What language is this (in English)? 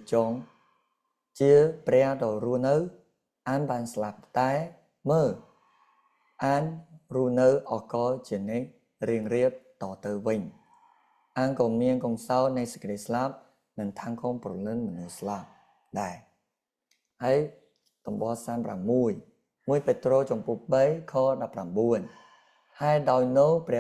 Khmer